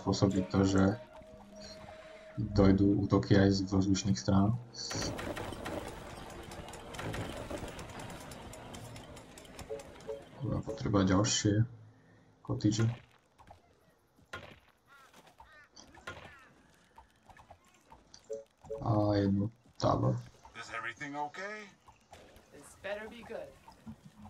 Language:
Slovak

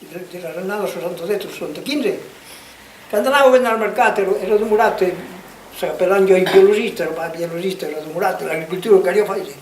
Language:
Occitan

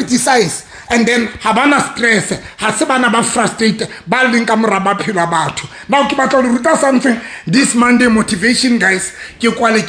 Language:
Southern Sotho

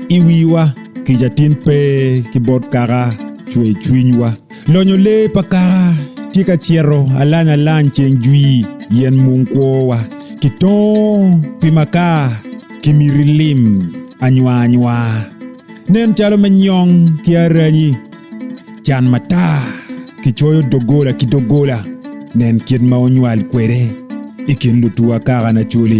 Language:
Acoli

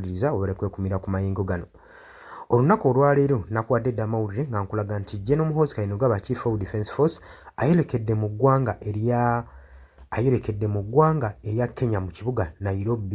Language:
Ganda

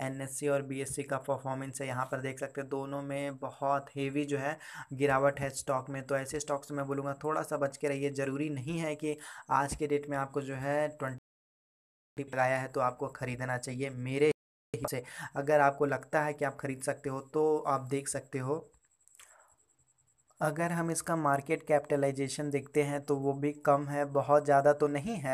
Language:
Hindi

